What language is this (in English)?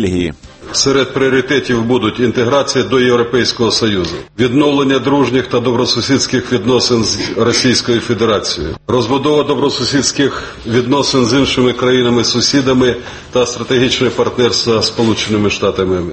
Ukrainian